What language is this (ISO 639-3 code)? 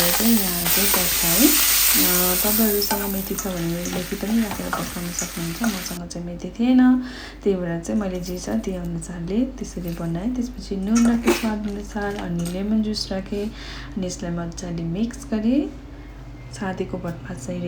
nep